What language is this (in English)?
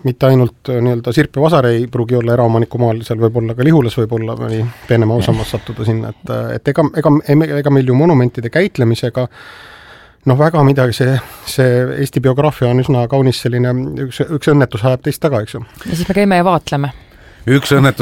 Estonian